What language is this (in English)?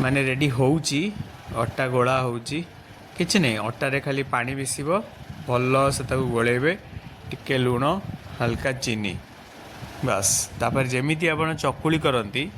Odia